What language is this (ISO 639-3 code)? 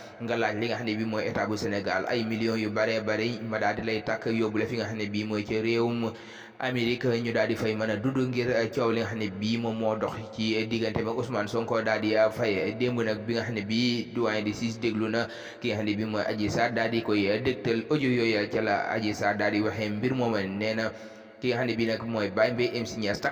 wol